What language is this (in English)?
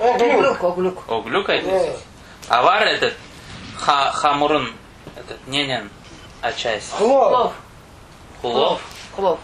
Crimean Tatar